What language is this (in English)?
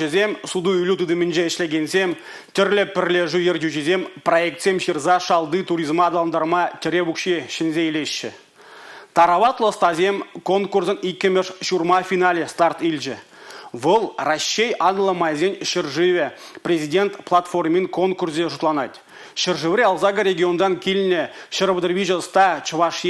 Chuvash